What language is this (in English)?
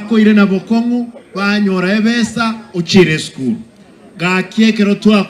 Gusii